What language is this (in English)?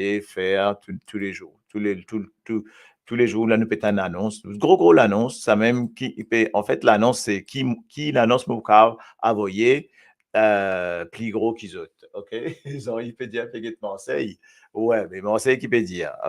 Morisyen